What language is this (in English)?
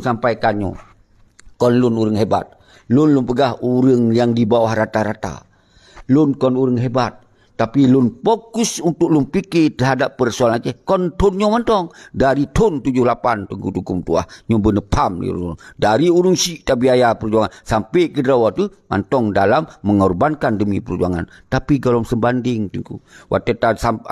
Achinese